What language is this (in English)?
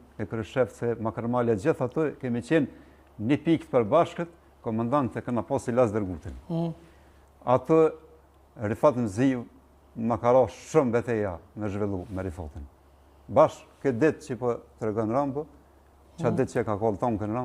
Albanian